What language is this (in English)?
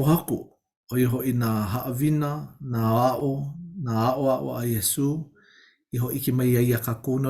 Hawaiian